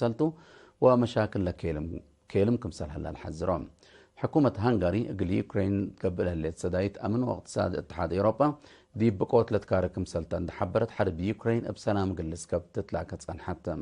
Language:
Tigre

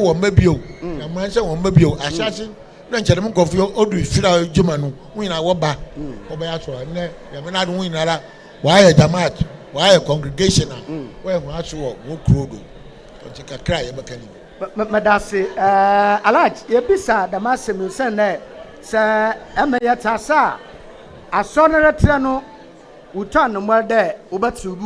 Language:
Akan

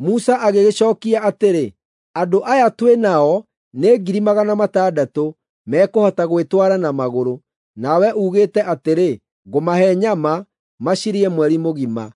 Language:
Kikuyu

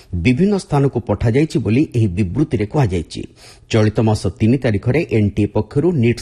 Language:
Odia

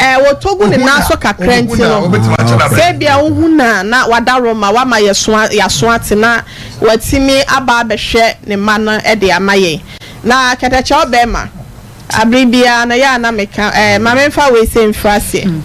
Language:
Akan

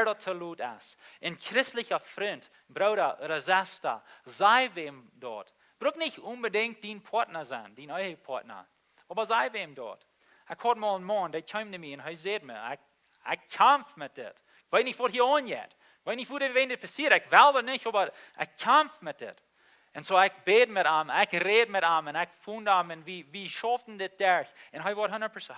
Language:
Plautdietsch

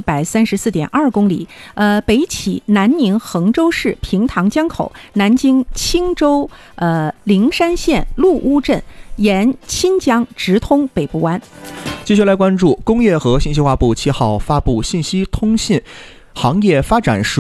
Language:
Chinese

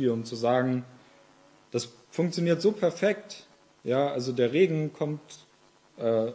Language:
German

